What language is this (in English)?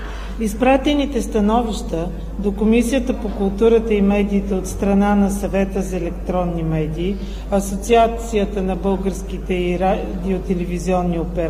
Bulgarian